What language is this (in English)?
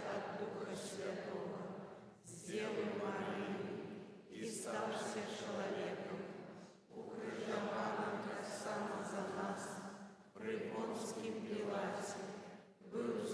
Belarusian